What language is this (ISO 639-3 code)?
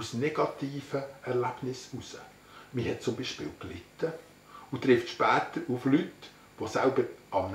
gsw